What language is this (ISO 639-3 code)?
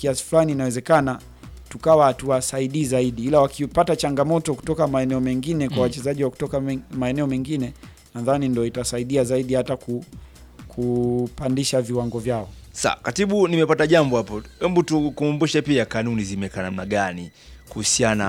swa